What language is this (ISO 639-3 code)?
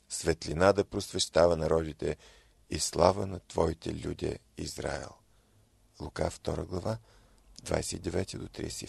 bul